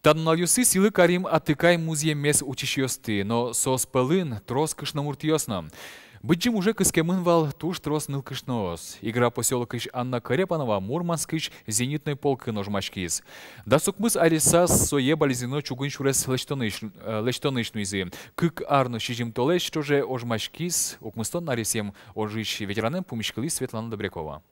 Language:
Udmurt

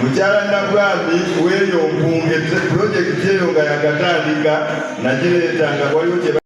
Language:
Ganda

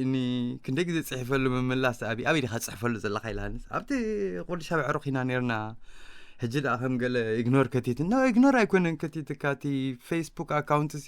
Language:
Tigrinya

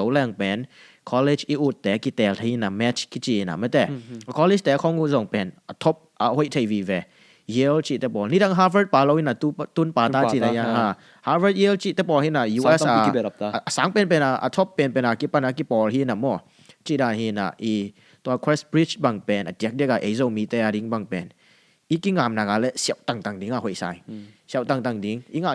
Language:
Tedim Chin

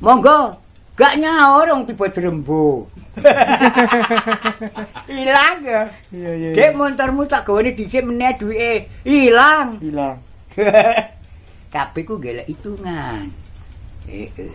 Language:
Javanese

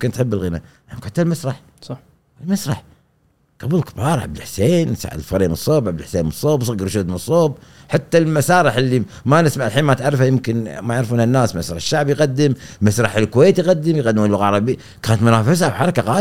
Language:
Gulf Arabic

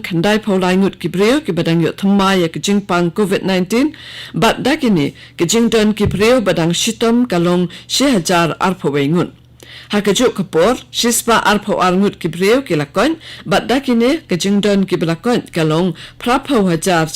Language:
Khasi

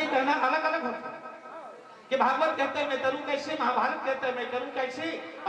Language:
Chhattisgarhi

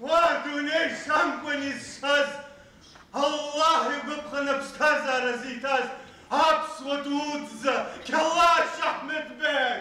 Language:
Abkhazian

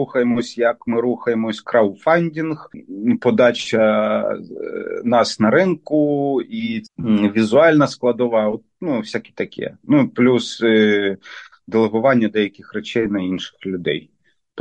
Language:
Ukrainian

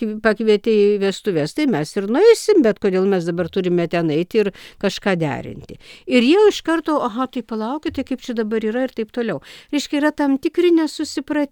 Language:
Lithuanian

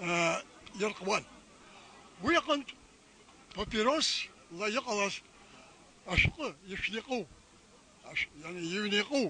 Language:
Abkhazian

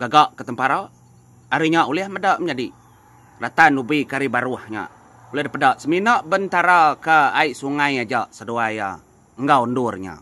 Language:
Iban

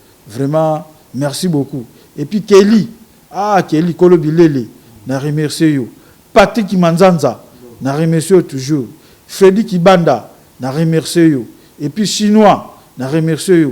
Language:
Lingala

